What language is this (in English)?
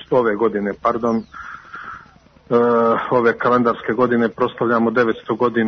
Croatian